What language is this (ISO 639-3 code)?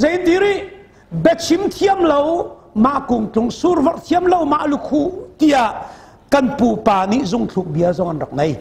cnh